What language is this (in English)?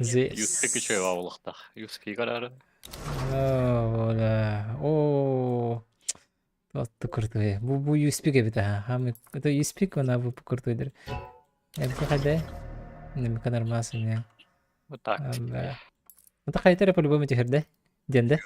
Yakut